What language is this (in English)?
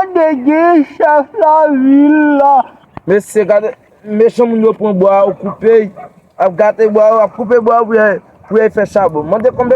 Haitian Creole